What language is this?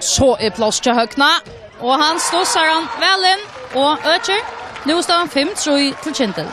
Faroese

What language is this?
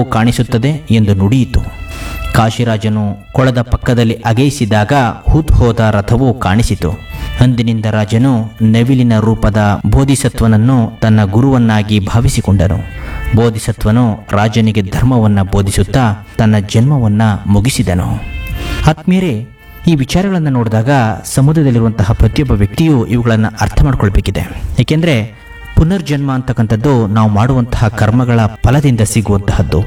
Kannada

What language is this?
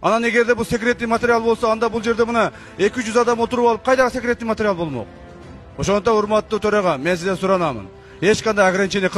Kyrgyz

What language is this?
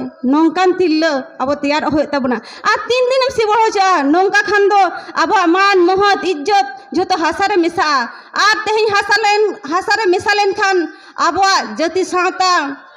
Santali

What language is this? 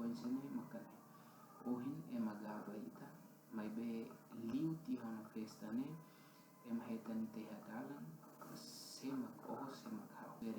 Tetum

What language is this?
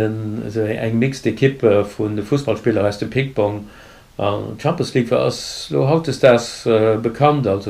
Luxembourgish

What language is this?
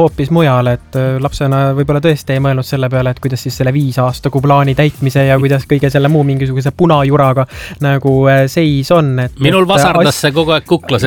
Estonian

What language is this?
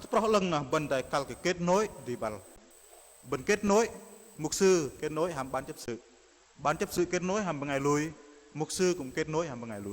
Bahnar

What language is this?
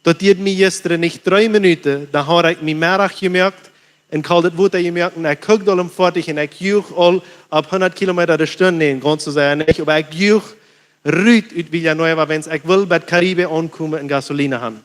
Plautdietsch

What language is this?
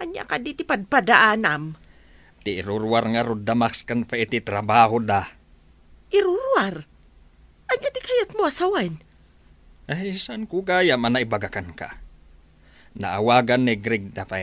Iloko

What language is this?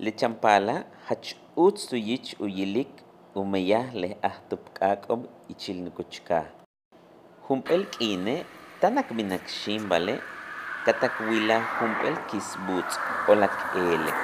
Yucateco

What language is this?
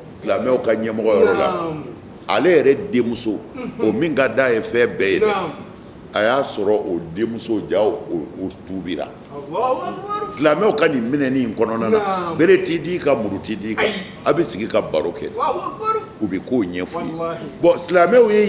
Bambara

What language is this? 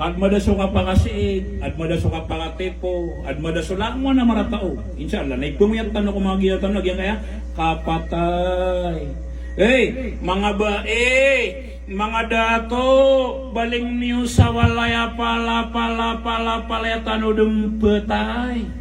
Maranao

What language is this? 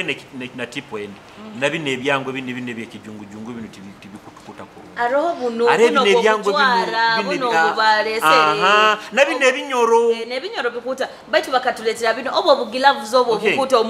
Nyoro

